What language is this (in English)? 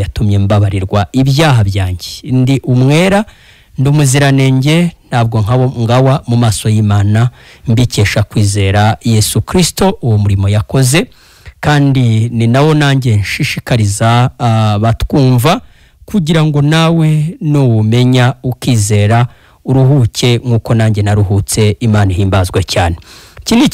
Kinyarwanda